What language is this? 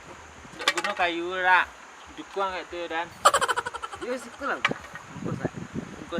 Minangkabau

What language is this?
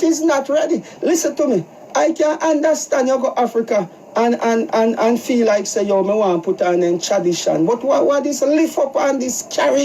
Jamaican Creole English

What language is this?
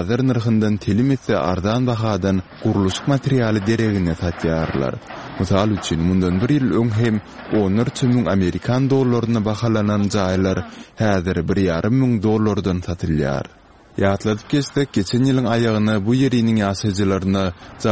Turkmen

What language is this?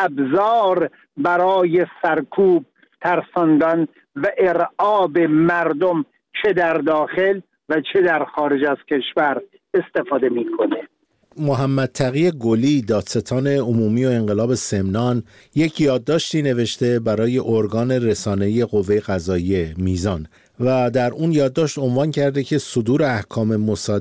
Persian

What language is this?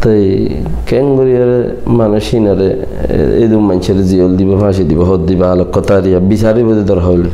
Rohingya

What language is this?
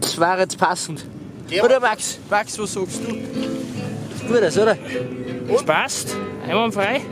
Bavarian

